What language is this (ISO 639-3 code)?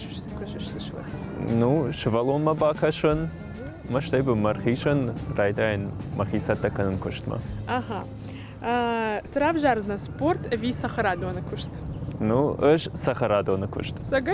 oss